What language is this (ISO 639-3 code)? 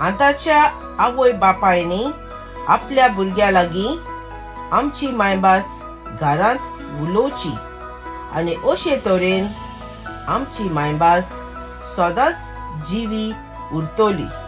kok